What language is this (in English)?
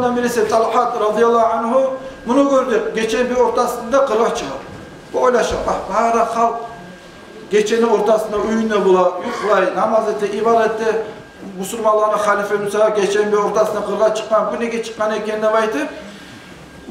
Kumyk